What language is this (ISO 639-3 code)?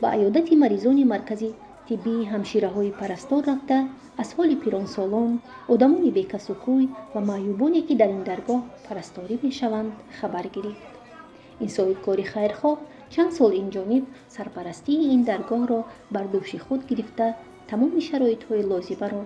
tgk